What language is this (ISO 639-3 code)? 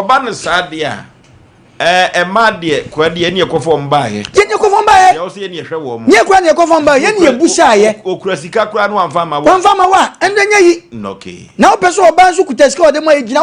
aka